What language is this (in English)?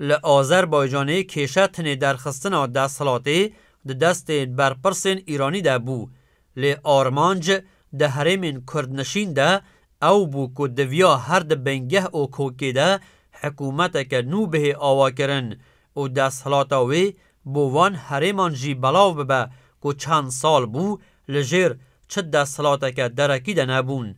Kurdish